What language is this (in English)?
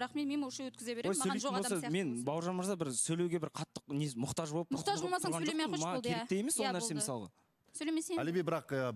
Kazakh